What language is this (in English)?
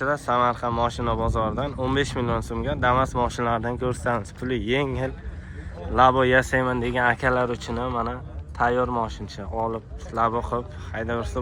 Uzbek